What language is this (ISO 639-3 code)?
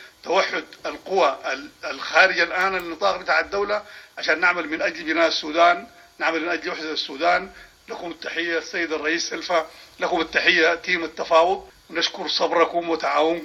apd